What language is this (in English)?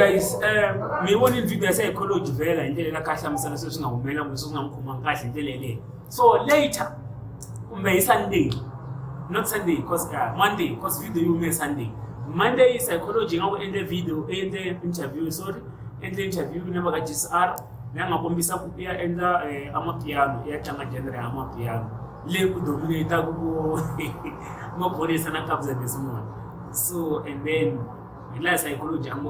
Tsonga